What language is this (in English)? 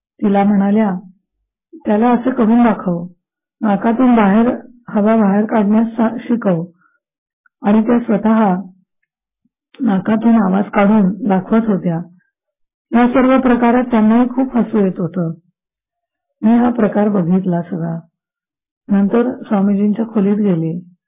Marathi